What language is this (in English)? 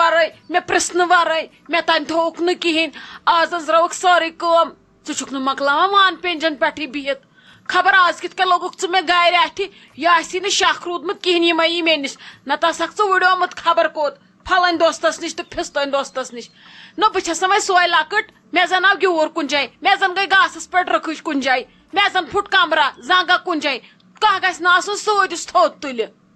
Kashmiri